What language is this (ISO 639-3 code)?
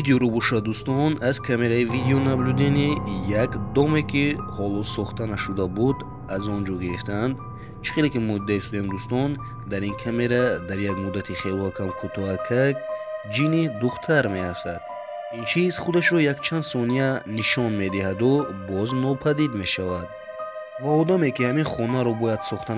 tgk